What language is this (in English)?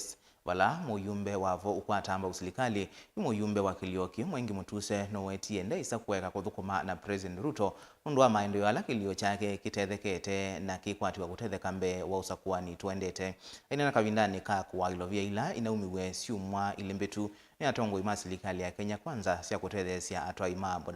Kamba